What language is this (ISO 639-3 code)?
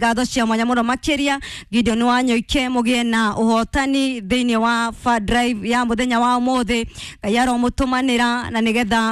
kik